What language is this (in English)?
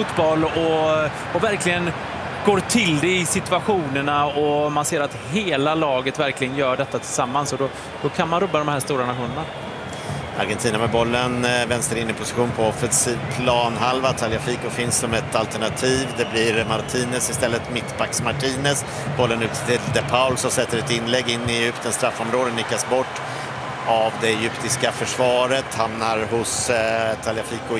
Swedish